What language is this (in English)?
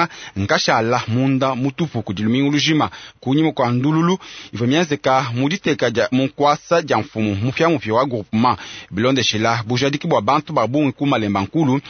Luba-Lulua